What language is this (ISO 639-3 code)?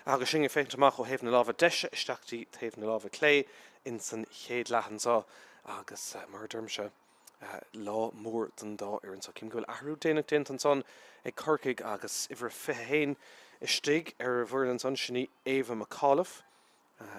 gle